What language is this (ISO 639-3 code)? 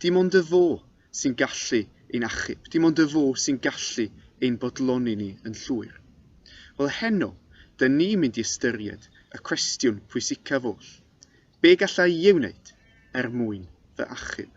cym